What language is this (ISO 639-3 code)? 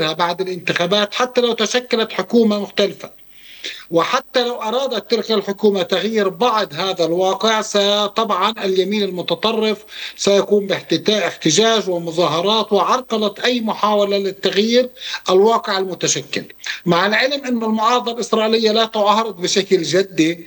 ara